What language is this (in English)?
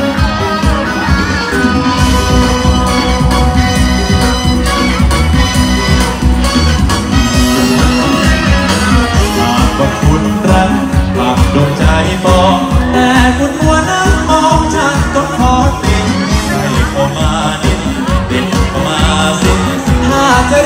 Thai